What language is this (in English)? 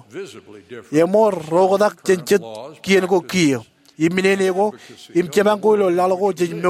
Marshallese